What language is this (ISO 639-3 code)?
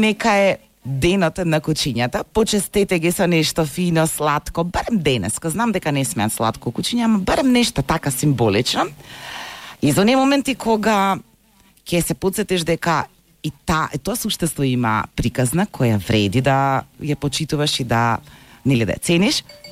mkd